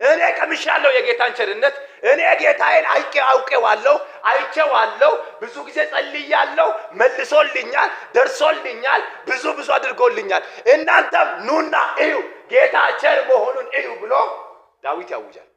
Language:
Amharic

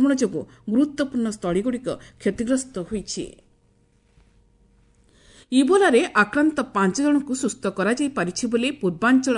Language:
Odia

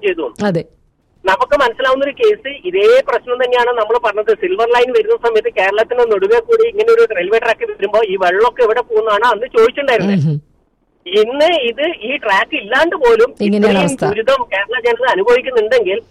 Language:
Malayalam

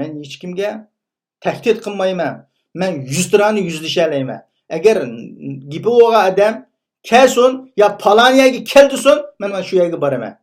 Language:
Uyghur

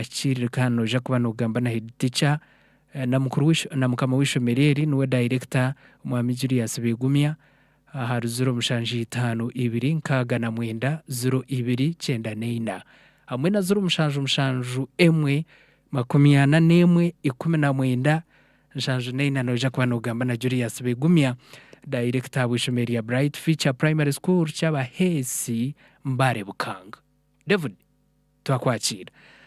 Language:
Nyankole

